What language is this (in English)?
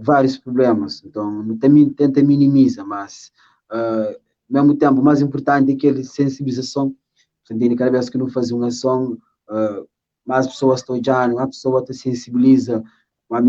Kabuverdianu